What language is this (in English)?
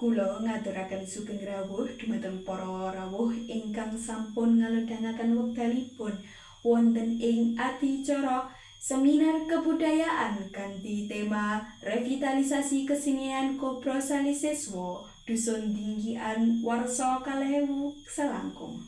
Javanese